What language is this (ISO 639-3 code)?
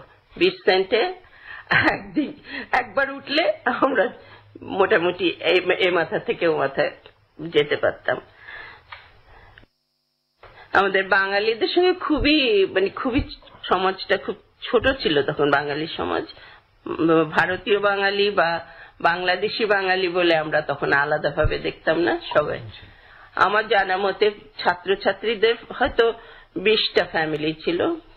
ben